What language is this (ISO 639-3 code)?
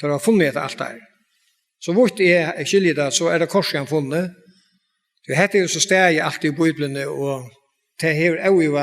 fao